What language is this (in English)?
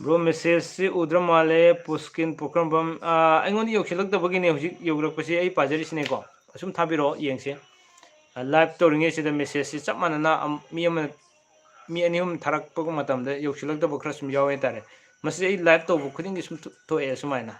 Manipuri